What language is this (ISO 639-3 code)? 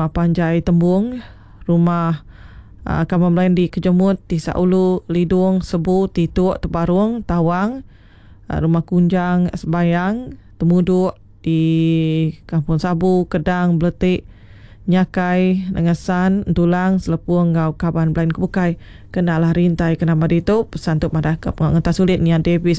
iba